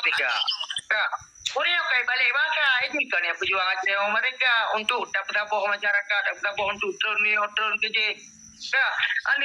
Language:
Achinese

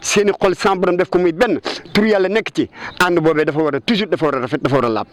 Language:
Wolof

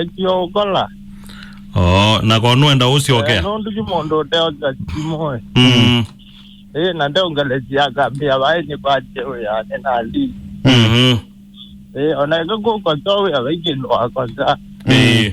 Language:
Kamba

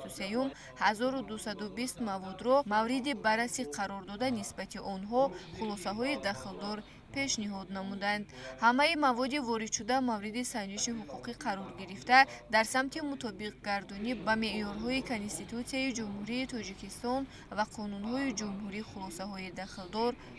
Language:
Tajik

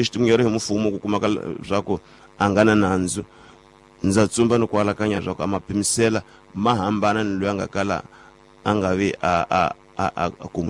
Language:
Tsonga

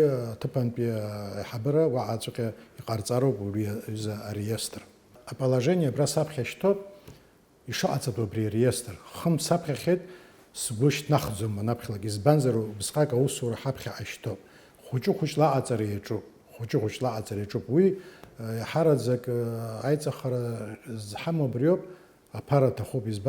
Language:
Abkhazian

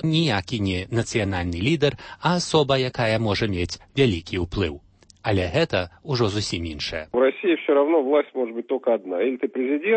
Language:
Belarusian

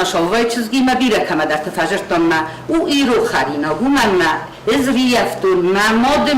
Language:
Ossetic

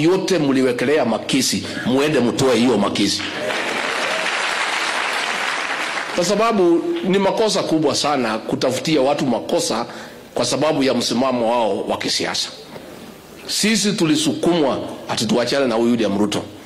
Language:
Swahili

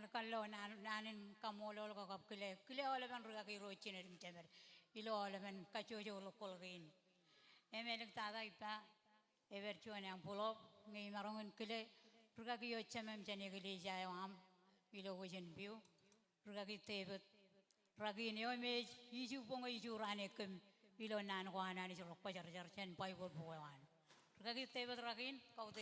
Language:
Marshallese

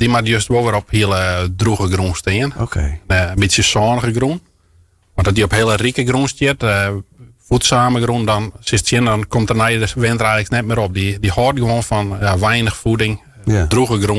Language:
Western Frisian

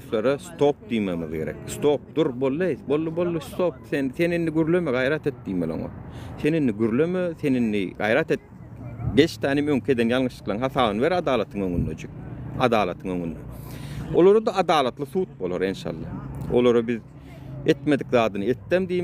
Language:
Turkmen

